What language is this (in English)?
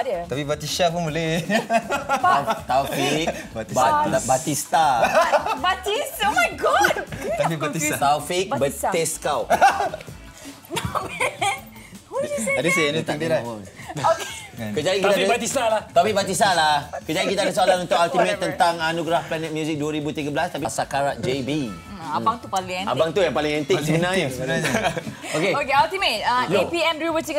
Malay